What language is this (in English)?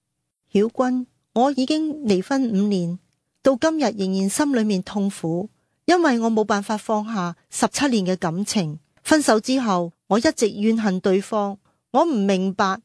Cantonese